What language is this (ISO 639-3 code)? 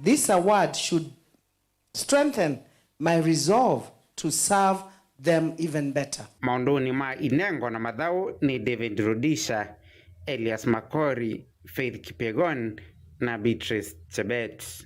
kam